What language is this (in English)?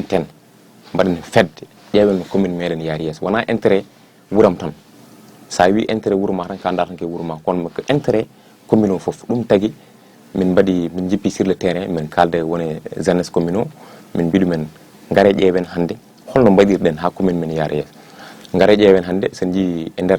Fula